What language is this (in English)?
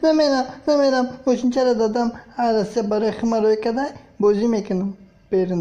Tajik